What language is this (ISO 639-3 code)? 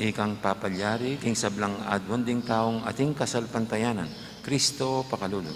pam